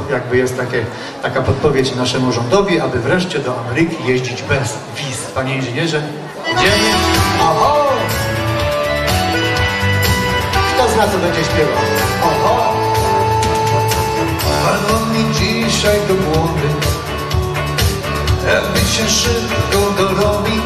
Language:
Polish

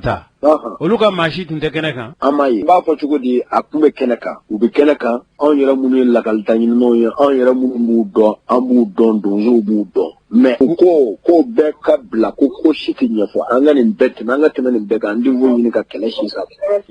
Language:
Bambara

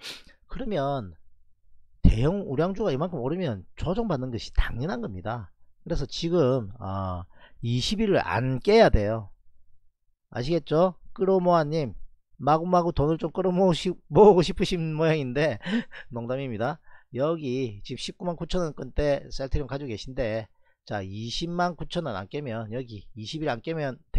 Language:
Korean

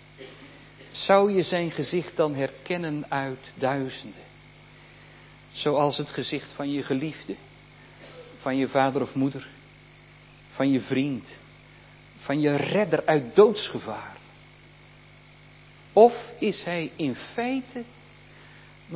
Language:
Dutch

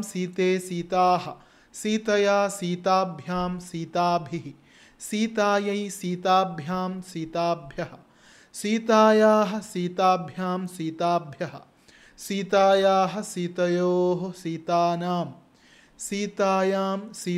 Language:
Sanskrit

